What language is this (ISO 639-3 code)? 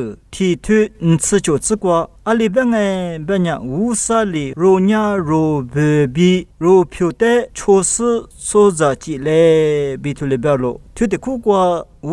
lis